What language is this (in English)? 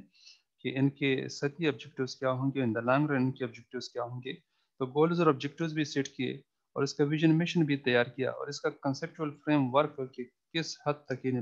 Urdu